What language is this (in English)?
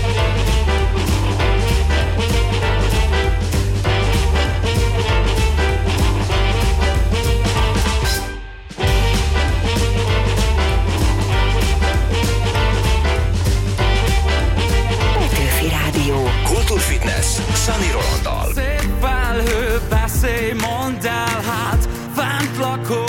Hungarian